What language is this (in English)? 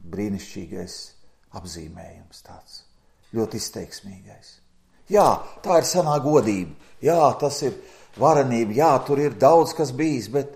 Latvian